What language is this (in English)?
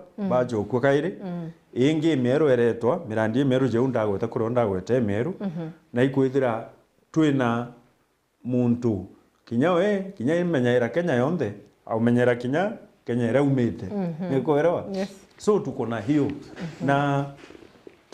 Meru